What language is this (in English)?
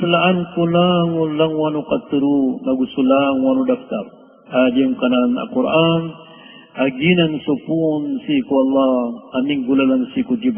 Maranao